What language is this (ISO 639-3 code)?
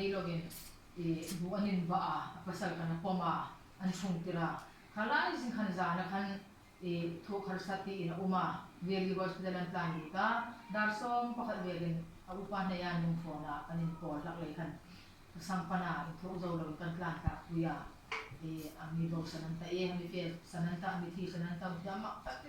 hmr